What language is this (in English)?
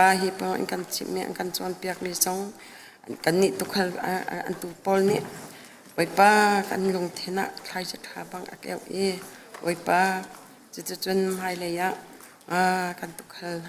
Hakha Chin